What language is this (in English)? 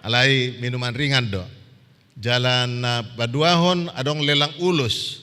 Batak Toba